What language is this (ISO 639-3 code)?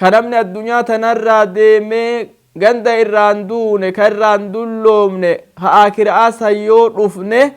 orm